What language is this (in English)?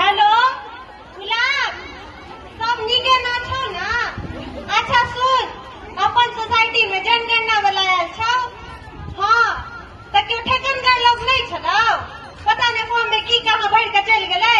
Maithili